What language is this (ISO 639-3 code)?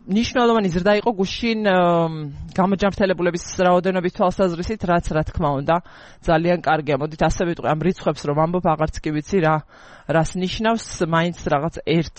kat